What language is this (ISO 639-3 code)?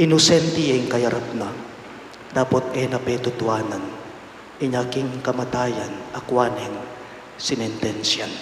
pam